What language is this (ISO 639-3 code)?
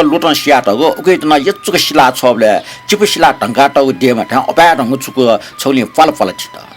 new